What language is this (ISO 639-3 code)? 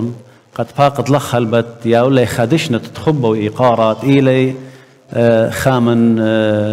aii